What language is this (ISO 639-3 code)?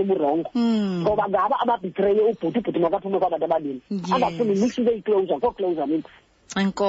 xho